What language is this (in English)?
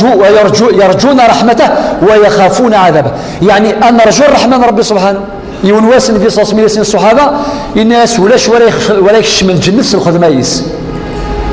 Kabyle